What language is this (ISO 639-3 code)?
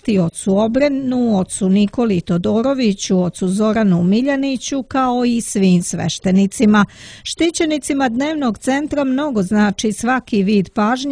srp